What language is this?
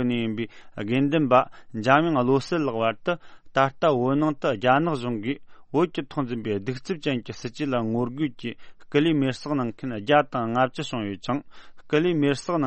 Tibetan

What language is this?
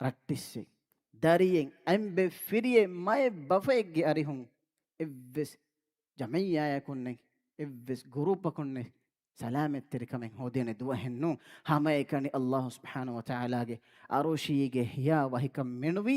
Divehi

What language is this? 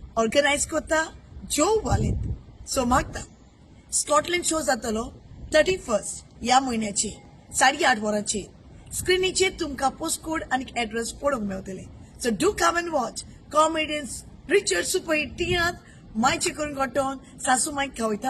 Konkani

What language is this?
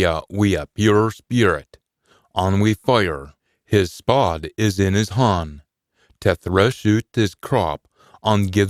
Scots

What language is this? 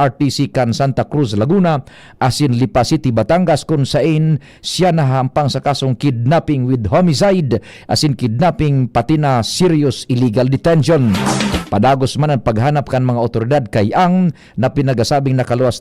Bikol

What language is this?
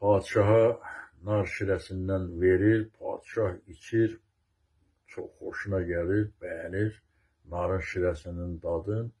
Azerbaijani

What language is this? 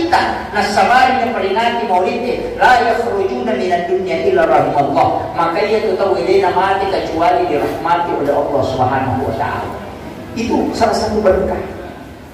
Buginese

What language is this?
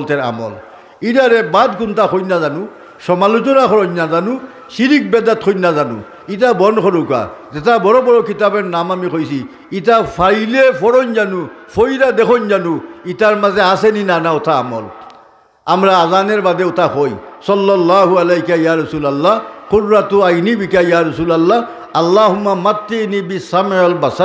Sylheti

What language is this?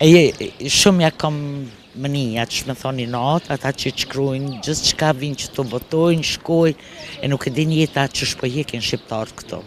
Albanian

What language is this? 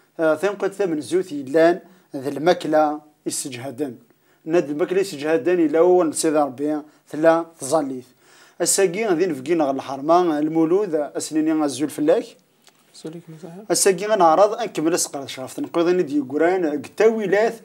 Kabyle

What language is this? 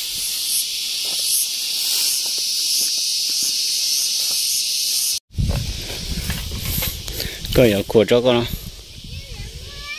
Vietnamese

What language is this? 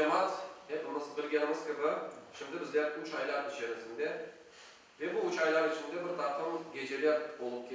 Crimean Tatar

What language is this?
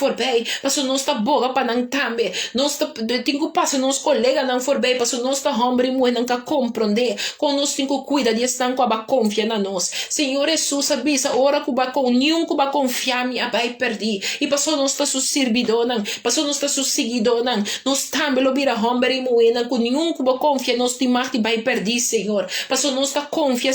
Papiamento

